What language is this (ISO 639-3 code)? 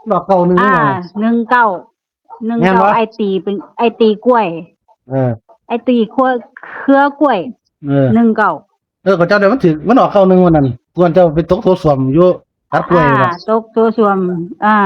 tts